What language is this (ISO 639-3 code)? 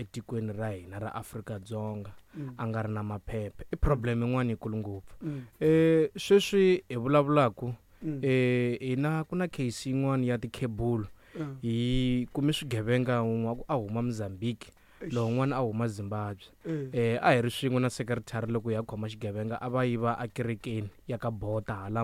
tso